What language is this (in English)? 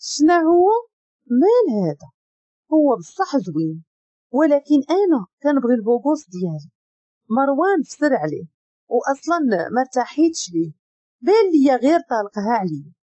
Moroccan Arabic